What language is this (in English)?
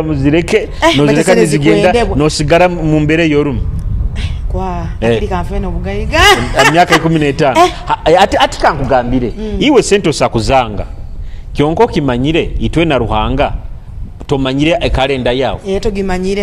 Nyoro